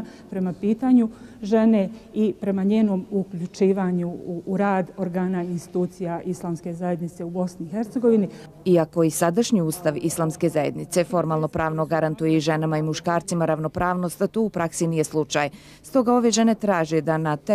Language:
Bosnian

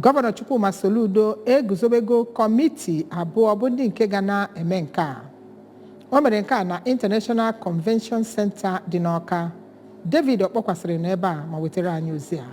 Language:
Igbo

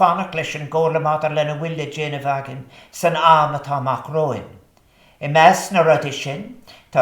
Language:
Irish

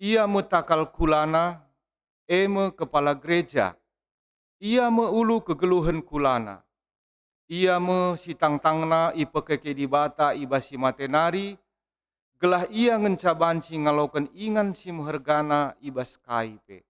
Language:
Batak Karo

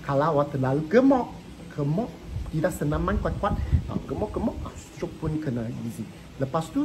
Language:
Malay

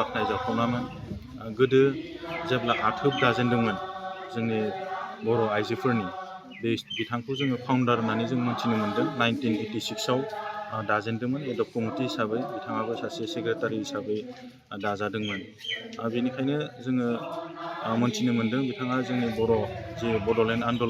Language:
Bodo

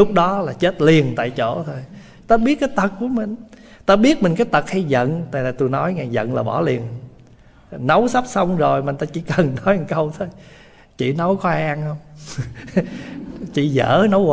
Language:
Vietnamese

